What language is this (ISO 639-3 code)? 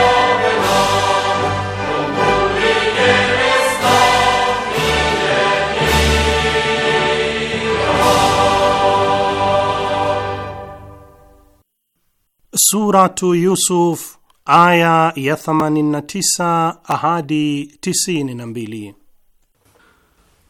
swa